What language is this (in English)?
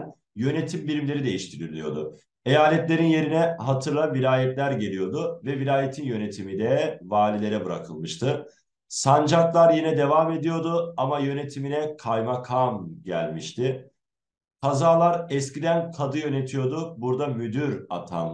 Turkish